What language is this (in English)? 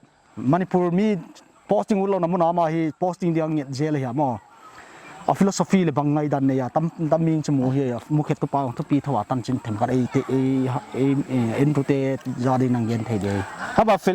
Paite Chin